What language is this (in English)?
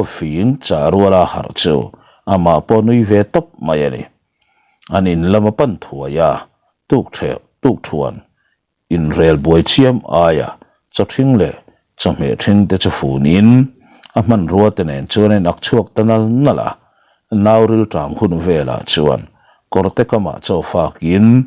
Mizo